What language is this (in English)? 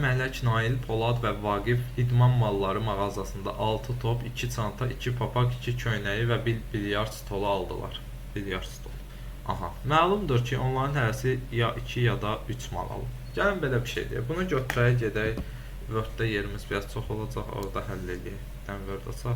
Azerbaijani